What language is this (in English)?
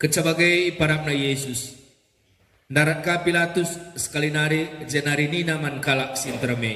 Batak Karo